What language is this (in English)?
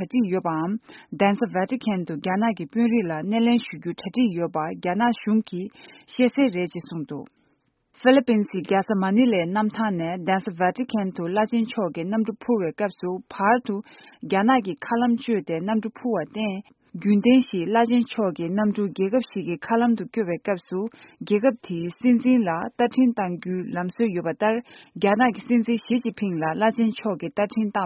Tibetan